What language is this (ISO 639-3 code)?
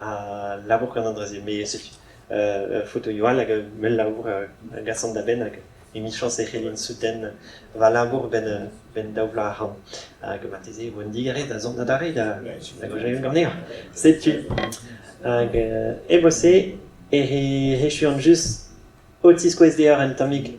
bre